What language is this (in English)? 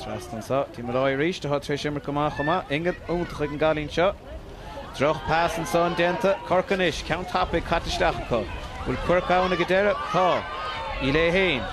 Irish